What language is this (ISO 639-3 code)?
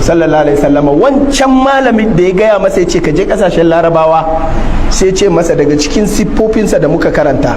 hau